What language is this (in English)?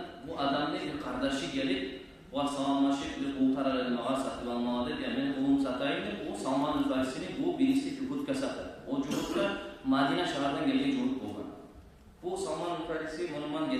Kumyk